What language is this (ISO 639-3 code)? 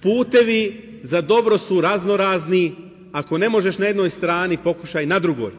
bos